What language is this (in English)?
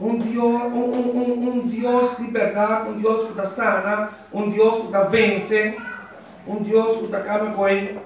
Papiamento